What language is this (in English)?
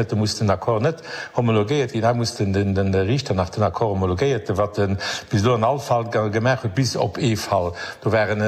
Luxembourgish